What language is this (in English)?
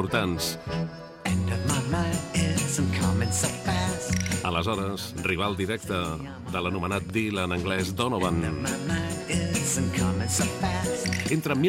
Catalan